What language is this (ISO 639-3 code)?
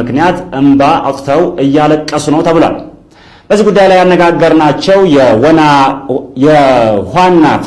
amh